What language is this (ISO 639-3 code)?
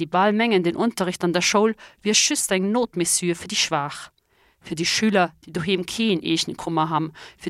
ltz